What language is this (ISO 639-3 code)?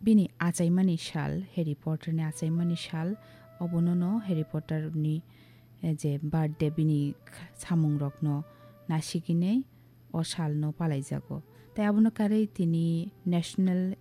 trp